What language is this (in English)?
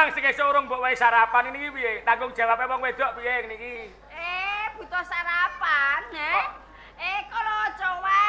Javanese